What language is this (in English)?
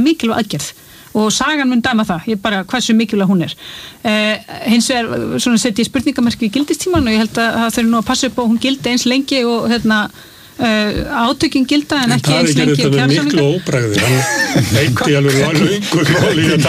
Icelandic